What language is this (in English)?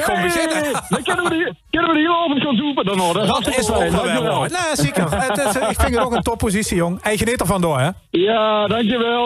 Limburgish